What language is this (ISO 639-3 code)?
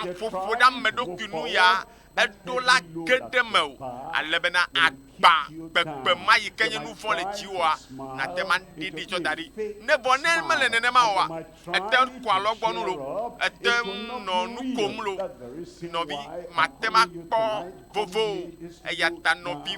ewe